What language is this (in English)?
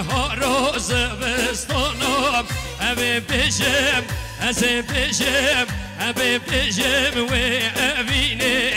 Kurdish